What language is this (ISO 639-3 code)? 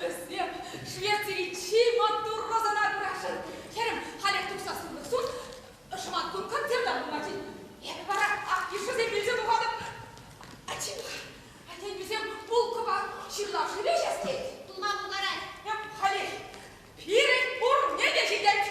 chv